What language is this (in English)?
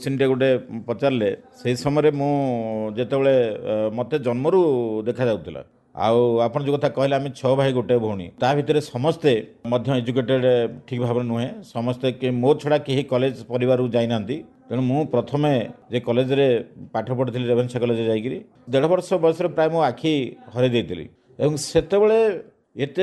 Odia